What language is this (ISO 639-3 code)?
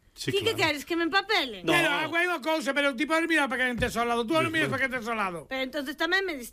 glg